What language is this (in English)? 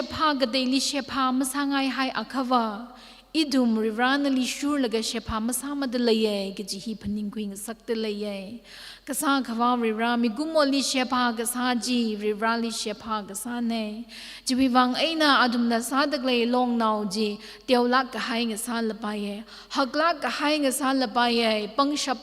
Tangkhul Naga (India)